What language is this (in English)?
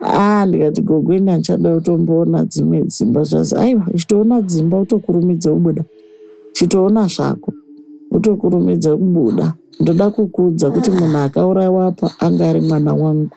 Shona